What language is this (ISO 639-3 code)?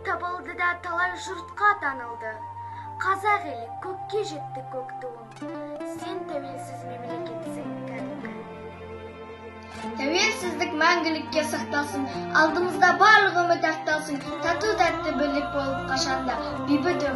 kaz